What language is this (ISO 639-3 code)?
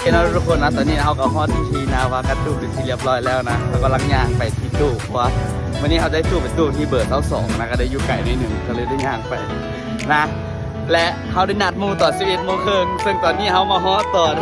lao